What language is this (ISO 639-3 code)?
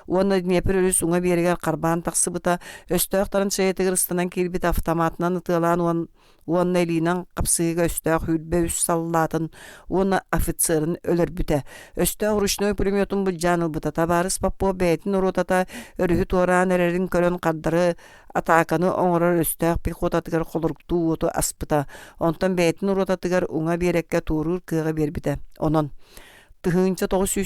sah